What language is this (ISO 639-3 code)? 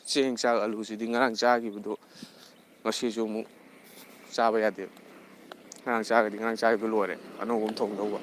mni